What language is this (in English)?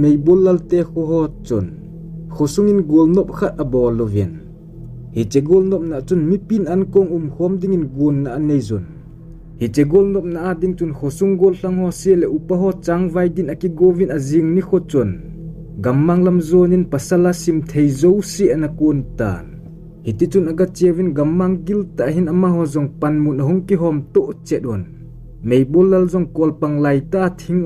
Thado Chin